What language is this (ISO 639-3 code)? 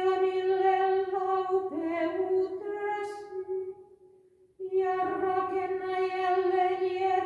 fin